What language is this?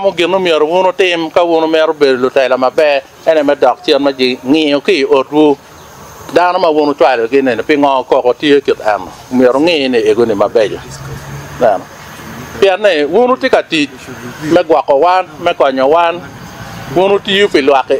Acoli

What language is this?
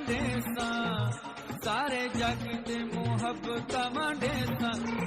Saraiki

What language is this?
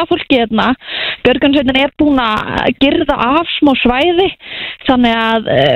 Icelandic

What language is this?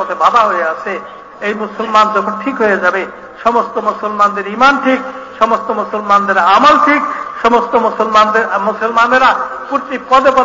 Bangla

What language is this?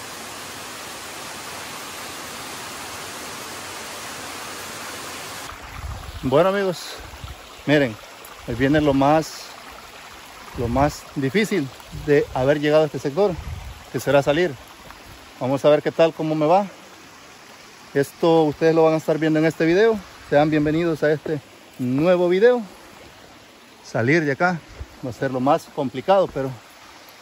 Spanish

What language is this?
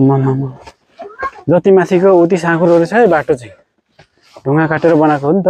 Nepali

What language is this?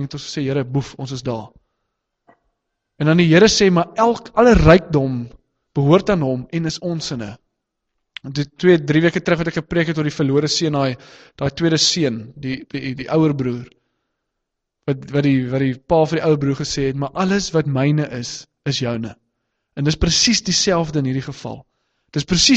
Afrikaans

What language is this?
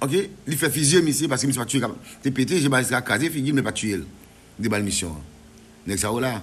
Haitian Creole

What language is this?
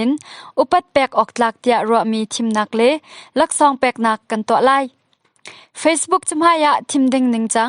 Hakha Chin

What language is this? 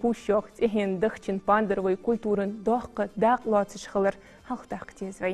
Ingush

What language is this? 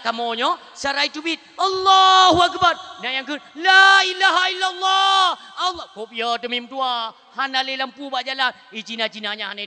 Achinese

